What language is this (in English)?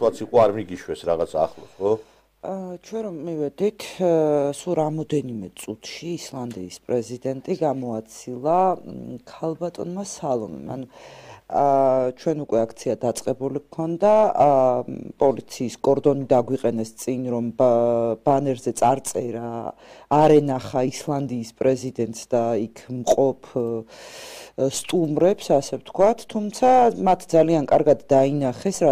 Georgian